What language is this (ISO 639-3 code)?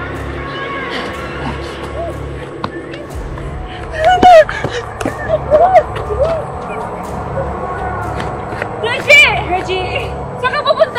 fil